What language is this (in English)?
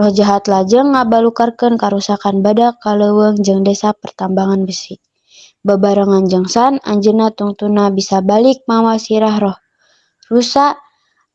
Sundanese